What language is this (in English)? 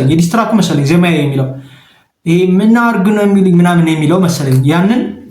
Amharic